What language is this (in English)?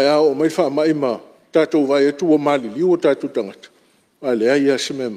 Samoan